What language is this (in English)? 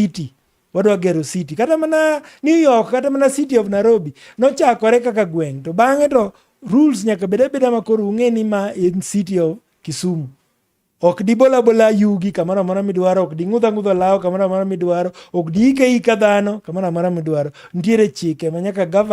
Luo (Kenya and Tanzania)